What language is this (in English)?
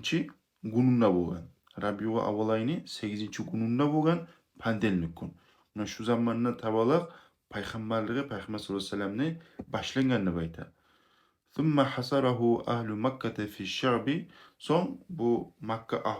Kumyk